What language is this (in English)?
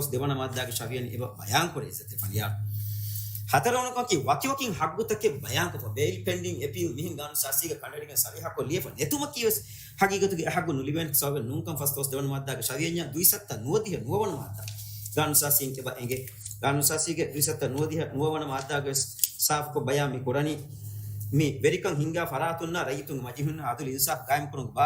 Divehi